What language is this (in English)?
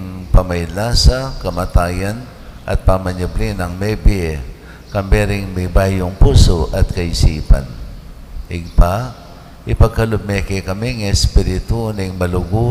Pampanga